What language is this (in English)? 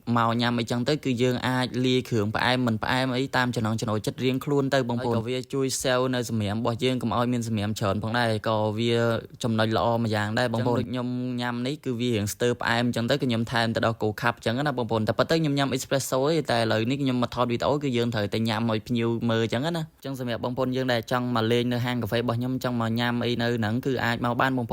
Khmer